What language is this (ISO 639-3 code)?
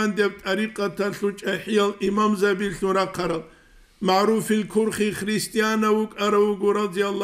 ava